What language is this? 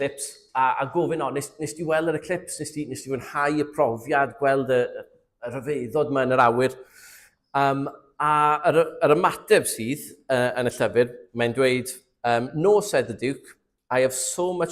Welsh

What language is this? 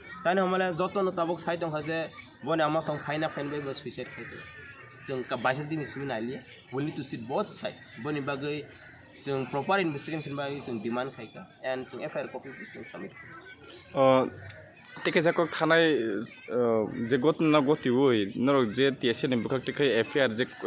Kok Borok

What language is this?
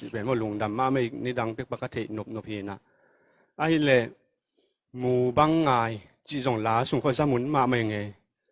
Tedim Chin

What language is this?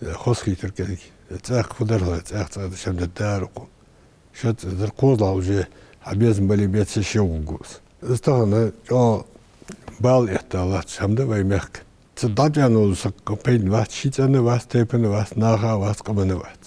Ingush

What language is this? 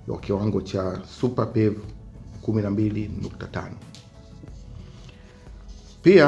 Swahili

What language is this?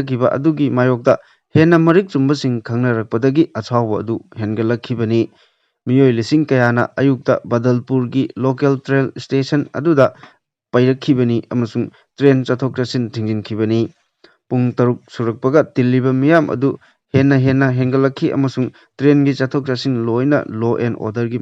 Manipuri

